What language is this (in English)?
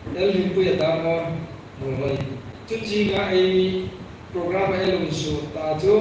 Hmar